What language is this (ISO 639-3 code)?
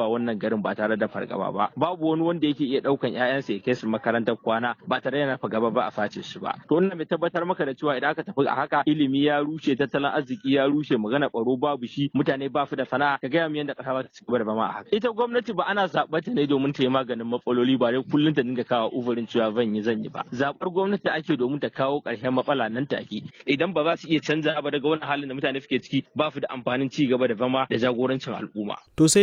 hau